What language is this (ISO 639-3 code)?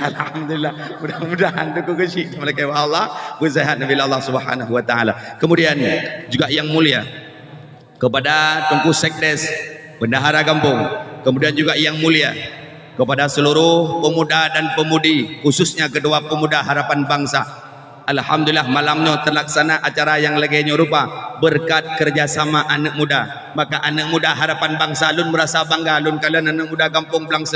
ace